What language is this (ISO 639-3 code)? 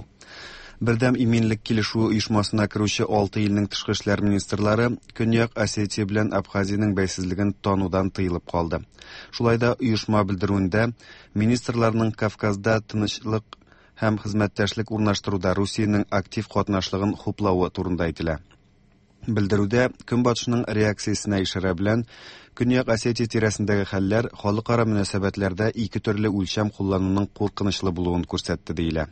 tat